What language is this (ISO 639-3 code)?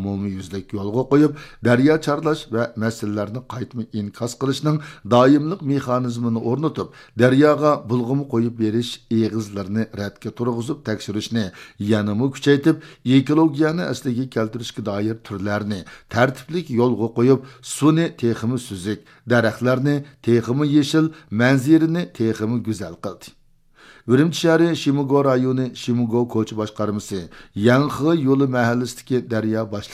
uig